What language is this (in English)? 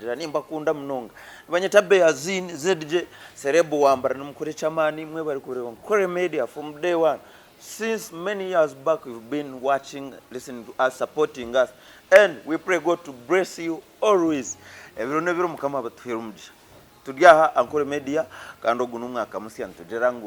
Nyankole